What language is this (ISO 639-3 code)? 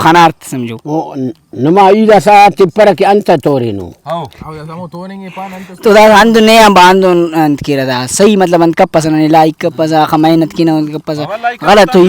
brh